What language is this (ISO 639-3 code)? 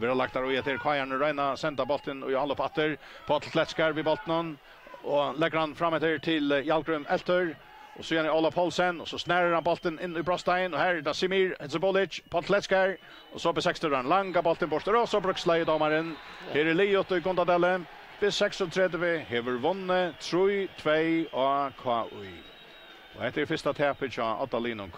fao